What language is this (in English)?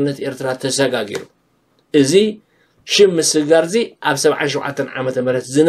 Tigrinya